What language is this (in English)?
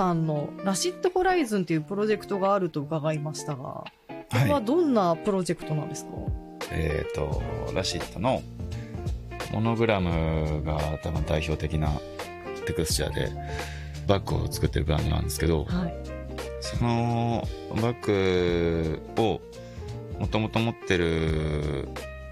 Japanese